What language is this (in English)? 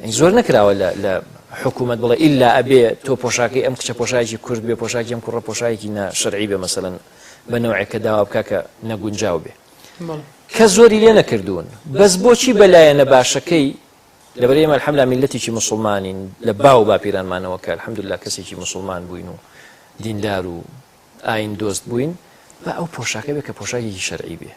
Central Kurdish